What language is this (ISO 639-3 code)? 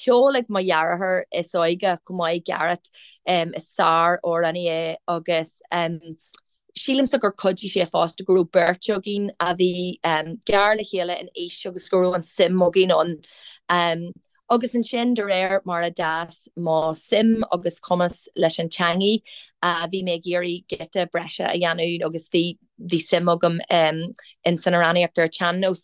gle